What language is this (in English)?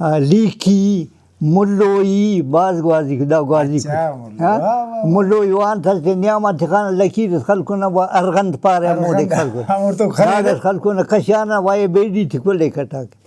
Brahui